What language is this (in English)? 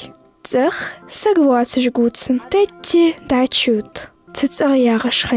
Ingush